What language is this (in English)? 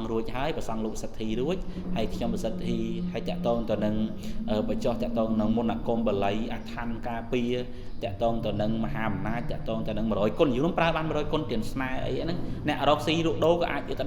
Khmer